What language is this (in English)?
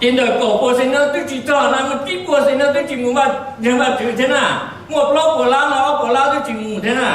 Hmong